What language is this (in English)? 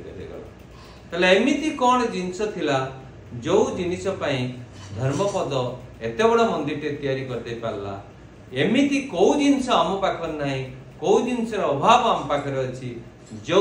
Odia